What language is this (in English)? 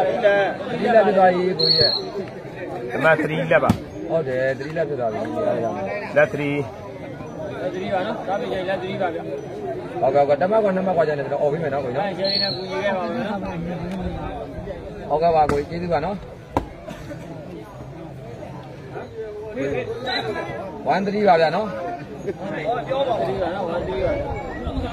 Burmese